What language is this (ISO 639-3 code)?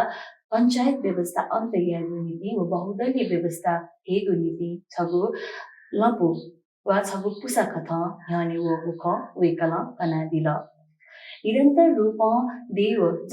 new